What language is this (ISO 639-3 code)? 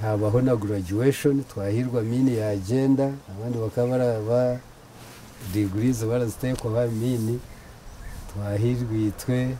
nyn